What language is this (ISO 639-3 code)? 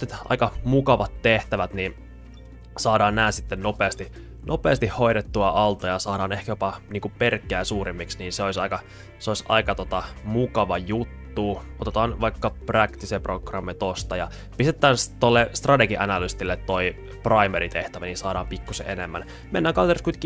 fin